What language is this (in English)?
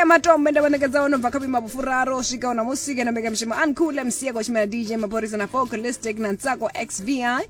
Venda